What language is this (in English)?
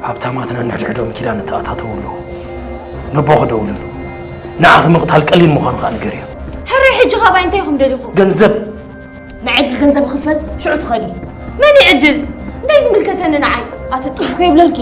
Tigrinya